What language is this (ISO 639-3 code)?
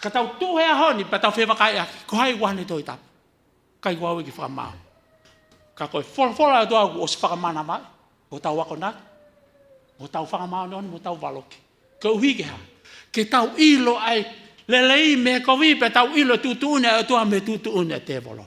ton